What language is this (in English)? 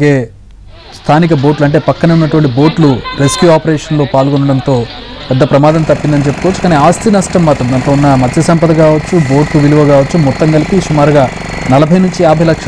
Telugu